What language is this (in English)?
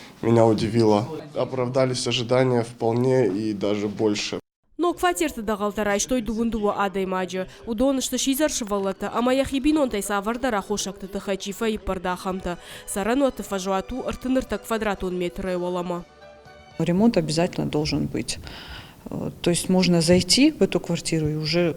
Ossetic